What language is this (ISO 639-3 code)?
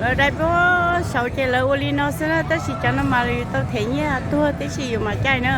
hmn